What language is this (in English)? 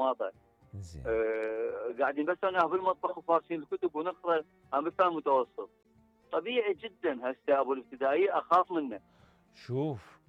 Mesopotamian Arabic